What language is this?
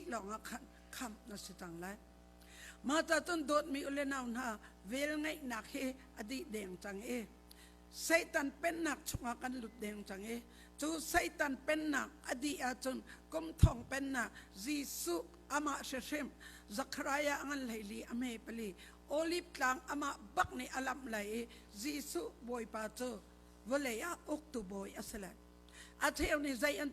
Hakha Chin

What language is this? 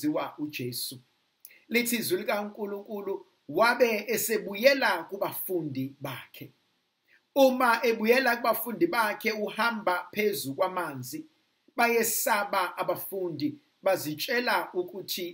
Zulu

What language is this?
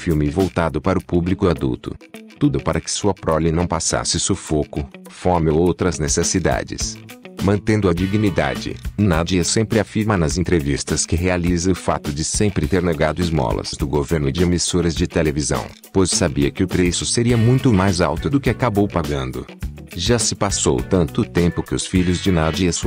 Portuguese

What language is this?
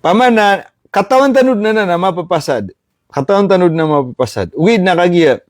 Maranao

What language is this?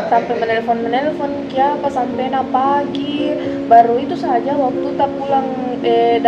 Makassar Malay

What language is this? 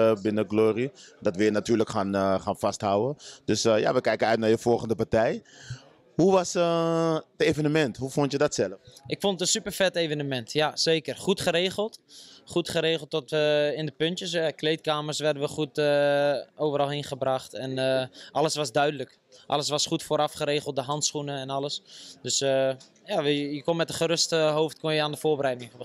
Dutch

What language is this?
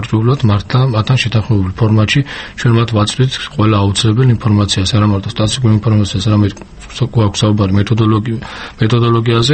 Georgian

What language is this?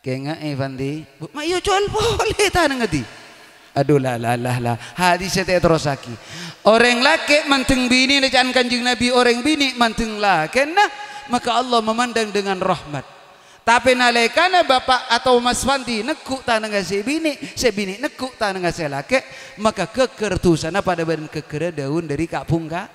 Madurese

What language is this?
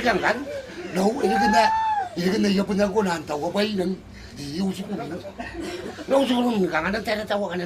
Gilbertese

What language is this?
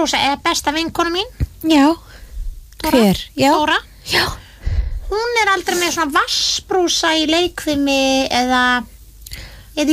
Icelandic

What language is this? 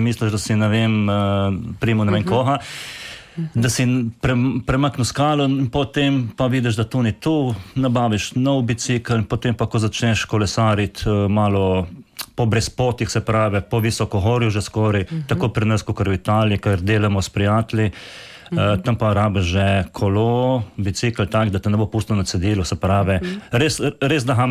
Slovenian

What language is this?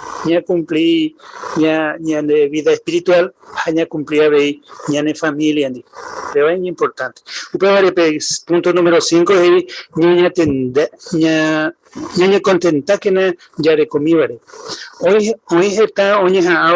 Guarani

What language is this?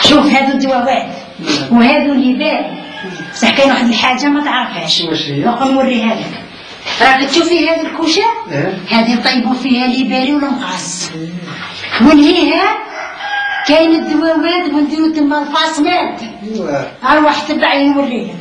Algerian Arabic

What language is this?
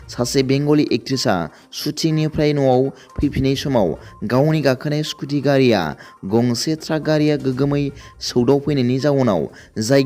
Bodo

